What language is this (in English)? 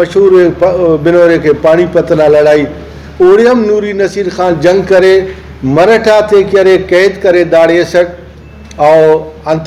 Brahui